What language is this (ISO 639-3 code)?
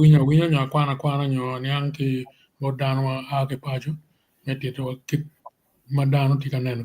ach